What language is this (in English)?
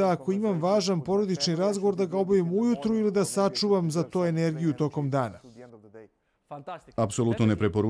Serbian